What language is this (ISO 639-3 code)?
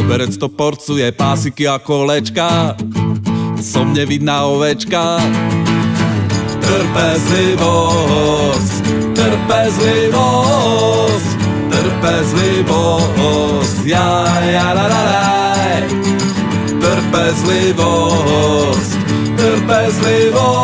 slk